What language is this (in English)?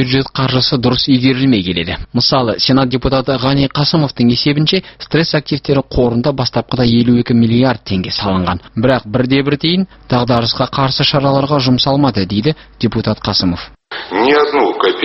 Kazakh